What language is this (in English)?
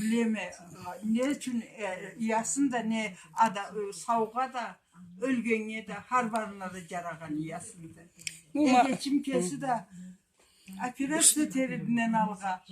Karachay-Balkar